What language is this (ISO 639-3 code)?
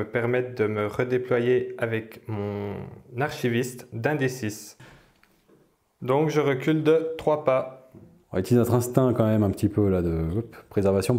fra